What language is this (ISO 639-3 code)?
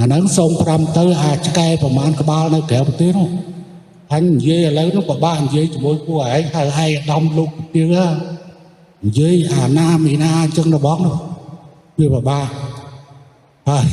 khm